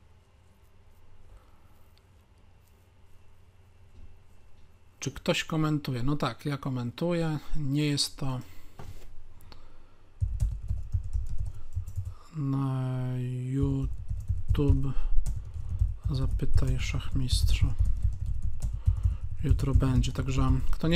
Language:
Polish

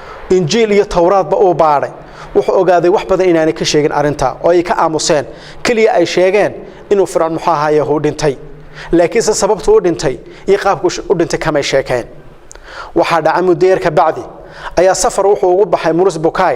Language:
Somali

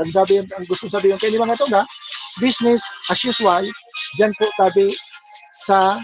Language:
Bikol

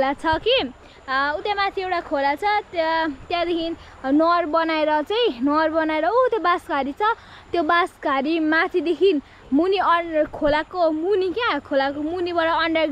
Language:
Nepali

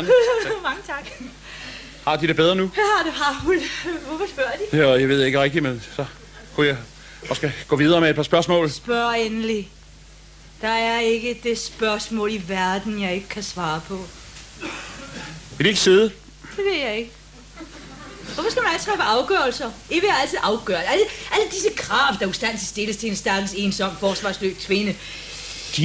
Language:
Danish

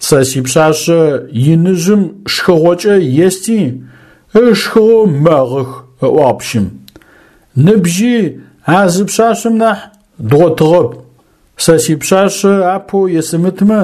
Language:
Adyghe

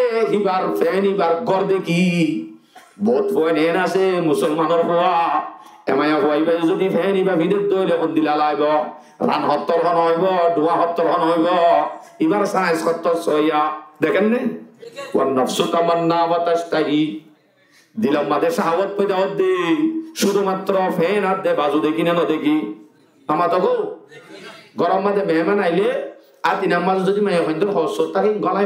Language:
Rohingya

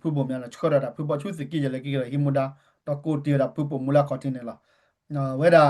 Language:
S'gaw Karen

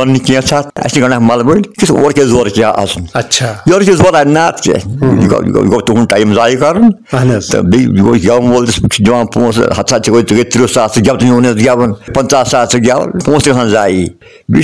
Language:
Kashmiri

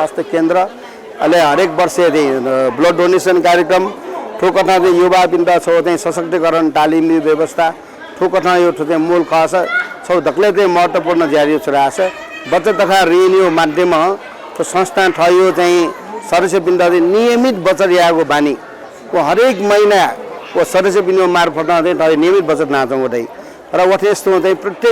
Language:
Newari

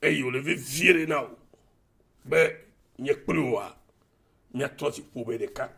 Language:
Ewe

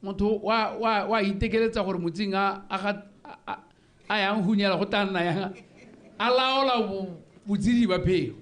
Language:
Tswana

